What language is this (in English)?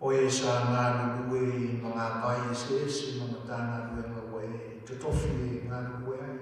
Samoan